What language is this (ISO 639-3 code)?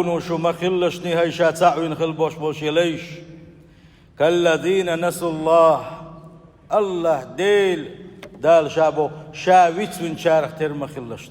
che